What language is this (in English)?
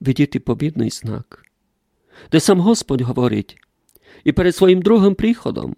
Rusyn